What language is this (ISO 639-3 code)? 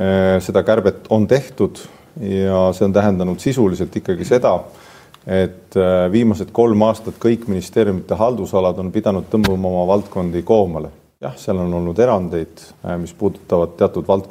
est